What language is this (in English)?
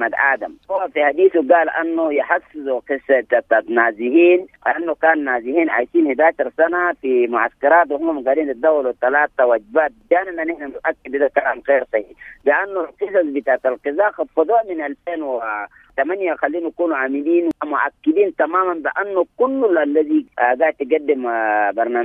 Sudanese Arabic